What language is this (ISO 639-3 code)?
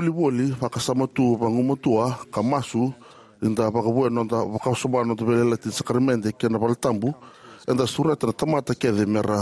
fij